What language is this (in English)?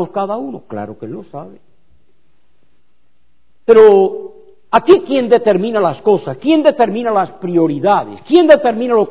Spanish